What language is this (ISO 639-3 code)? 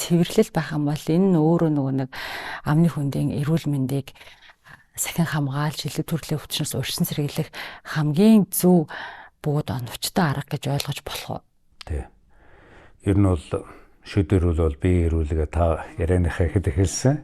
mon